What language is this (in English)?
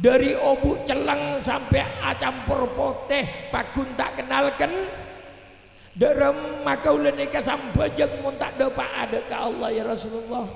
Madurese